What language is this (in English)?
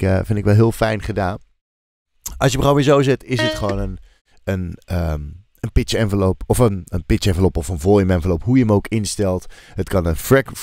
Dutch